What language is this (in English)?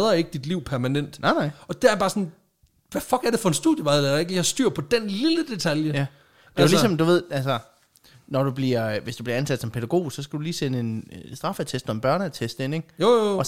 Danish